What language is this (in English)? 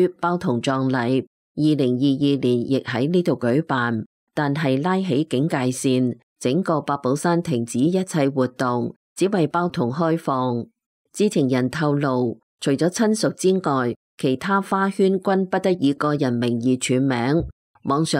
Cantonese